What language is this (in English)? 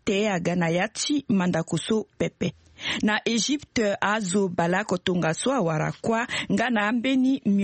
Sango